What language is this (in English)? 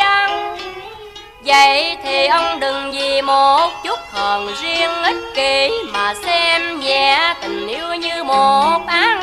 Vietnamese